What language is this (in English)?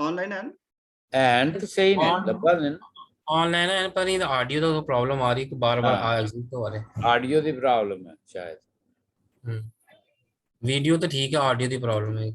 Dogri